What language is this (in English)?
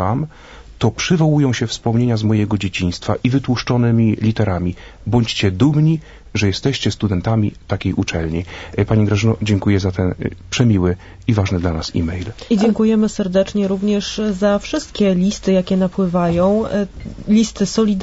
Polish